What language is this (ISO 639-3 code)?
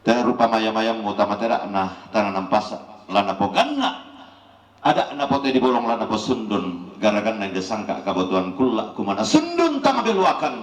sda